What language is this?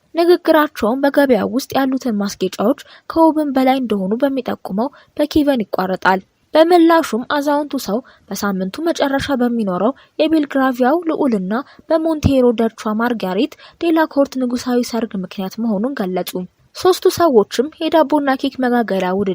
Amharic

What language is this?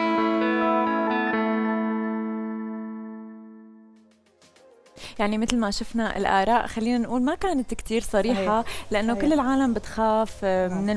North Levantine Arabic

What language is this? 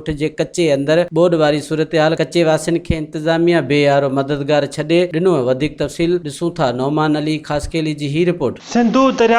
Sindhi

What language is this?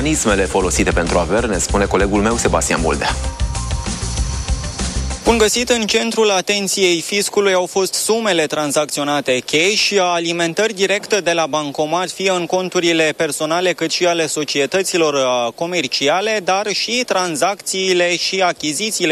Romanian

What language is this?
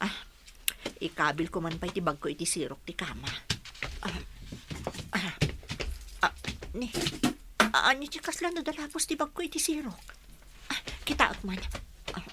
Iloko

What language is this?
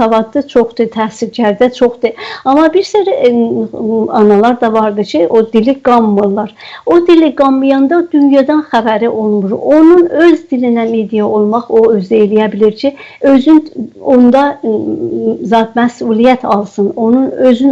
South Azerbaijani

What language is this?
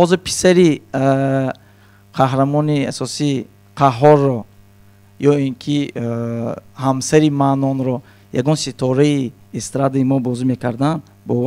Tajik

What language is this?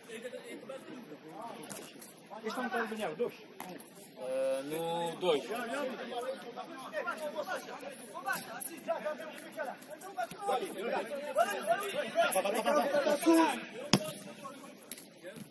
Portuguese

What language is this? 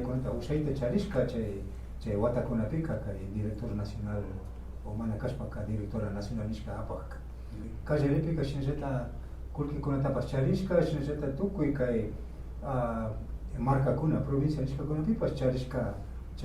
Imbabura Highland Quichua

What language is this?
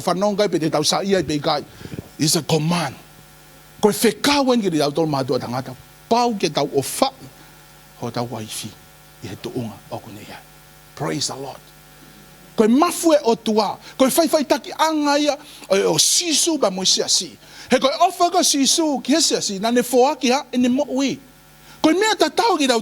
Tongan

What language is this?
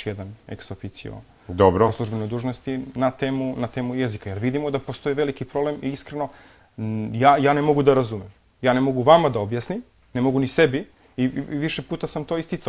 Serbian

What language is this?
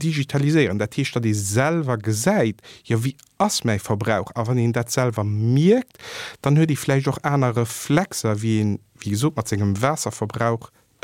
Luxembourgish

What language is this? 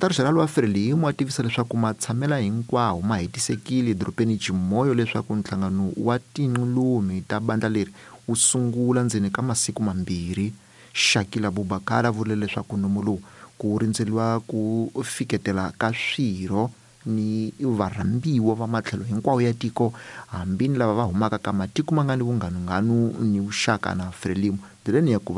Tsonga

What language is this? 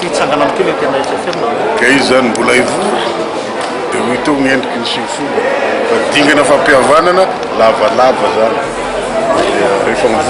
Malagasy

